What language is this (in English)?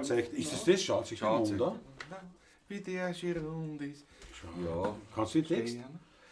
Bavarian